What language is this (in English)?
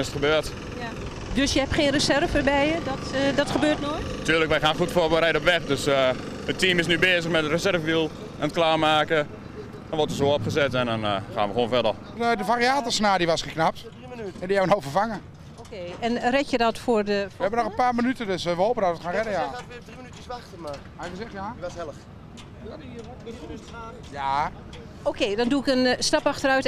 Dutch